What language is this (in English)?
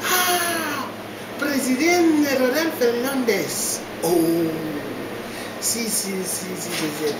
Haitian Creole